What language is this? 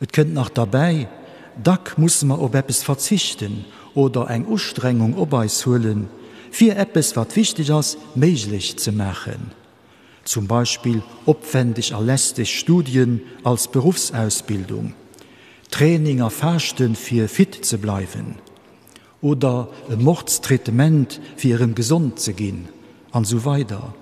Luxembourgish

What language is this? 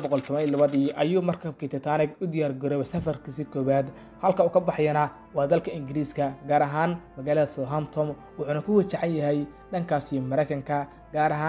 Somali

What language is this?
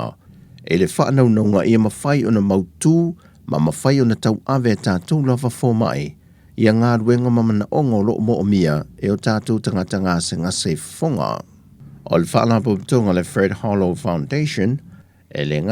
Samoan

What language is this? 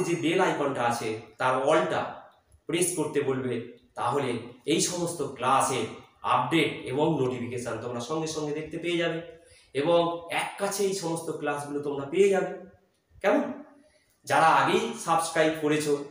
Bangla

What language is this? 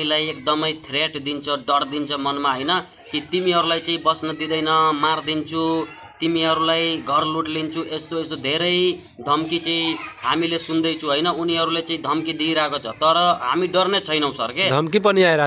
Nepali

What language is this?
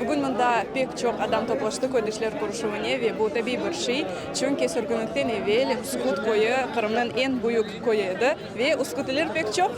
Crimean Tatar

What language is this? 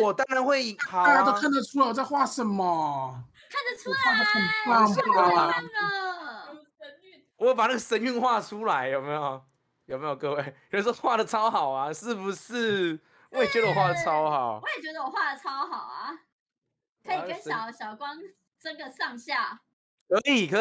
Chinese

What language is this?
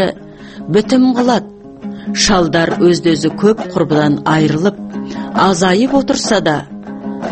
Kazakh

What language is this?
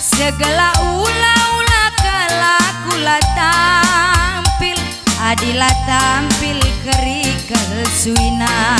Batak Karo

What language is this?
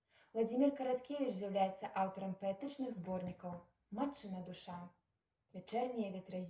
Belarusian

